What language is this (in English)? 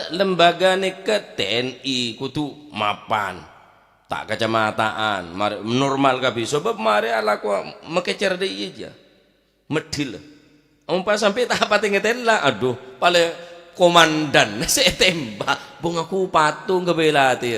Madurese